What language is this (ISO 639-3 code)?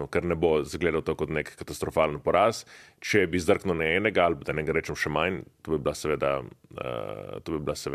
slv